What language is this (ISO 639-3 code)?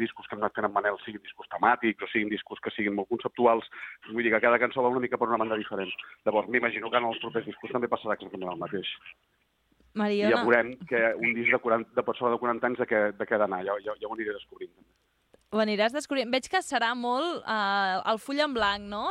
cat